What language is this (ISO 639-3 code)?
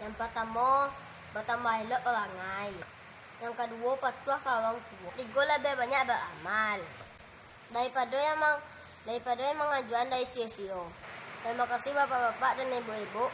min